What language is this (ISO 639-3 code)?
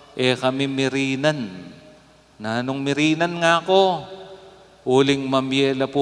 pam